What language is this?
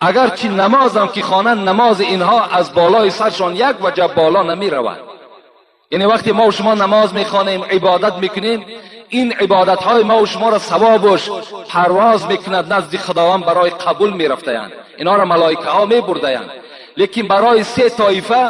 Tajik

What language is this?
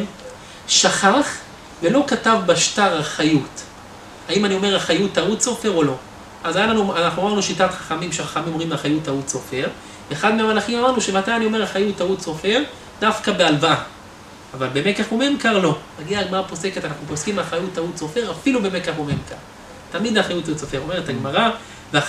Hebrew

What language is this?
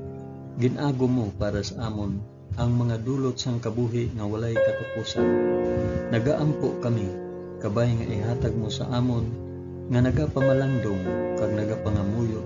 Hiligaynon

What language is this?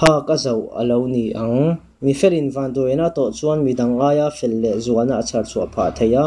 Mizo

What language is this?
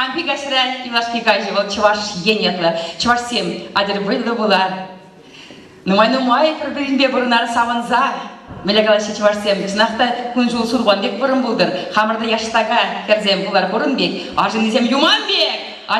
Chuvash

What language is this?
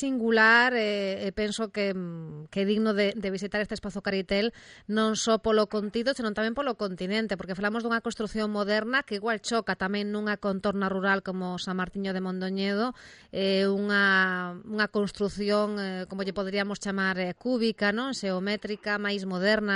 Galician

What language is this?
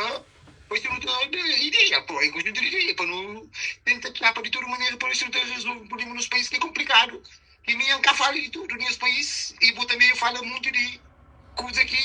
Kabuverdianu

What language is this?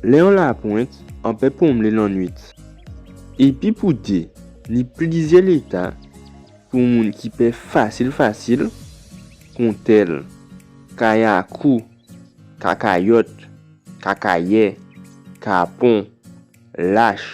Guadeloupean Creole French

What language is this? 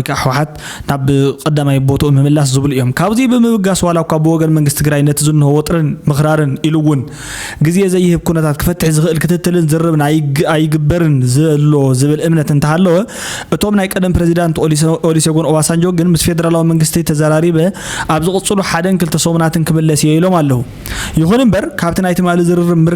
Tigrinya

